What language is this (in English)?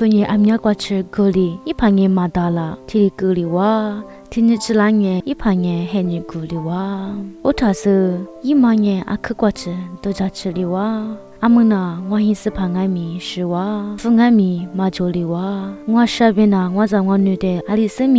Lisu